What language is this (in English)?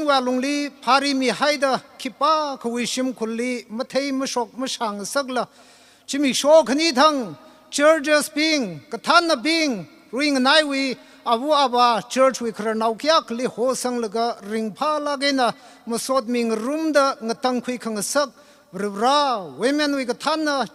Tangkhul Naga (India)